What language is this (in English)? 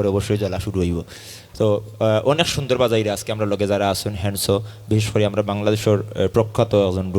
Sylheti